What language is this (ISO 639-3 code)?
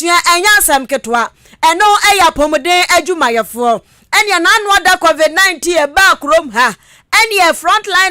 aka